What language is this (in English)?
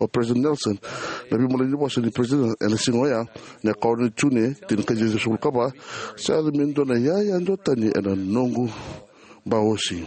Fijian